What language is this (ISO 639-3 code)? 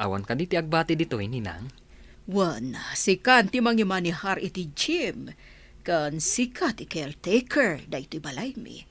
ilo